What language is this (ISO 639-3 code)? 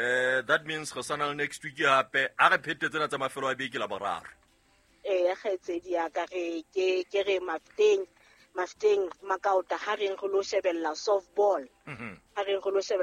sot